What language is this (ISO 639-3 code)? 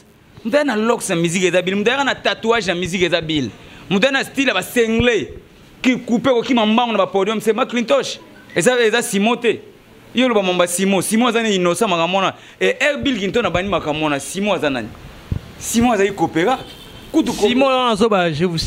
lin